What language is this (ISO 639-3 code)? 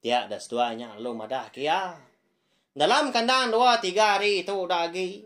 iba